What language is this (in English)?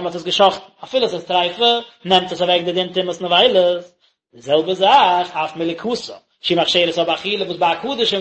Yiddish